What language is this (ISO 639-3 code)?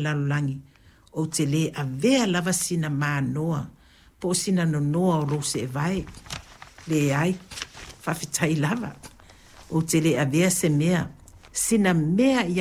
smo